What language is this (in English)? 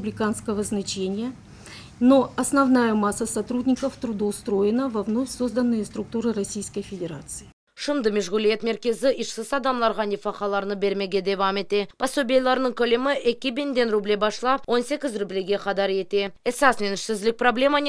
Crimean Tatar